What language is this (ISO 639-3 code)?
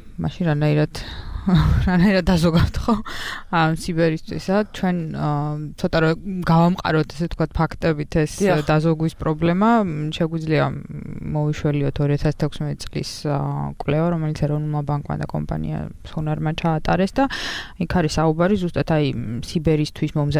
kat